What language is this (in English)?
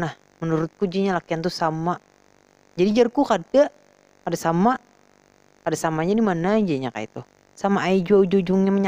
Banjar